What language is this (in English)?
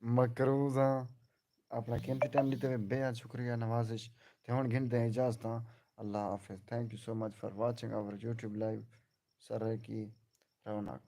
Saraiki